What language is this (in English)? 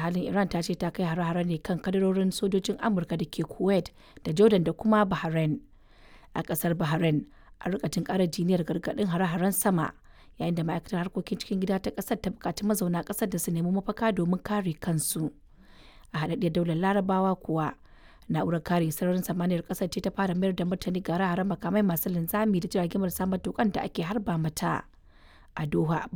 Hausa